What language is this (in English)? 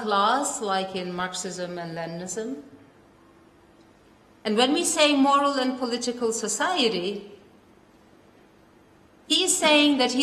English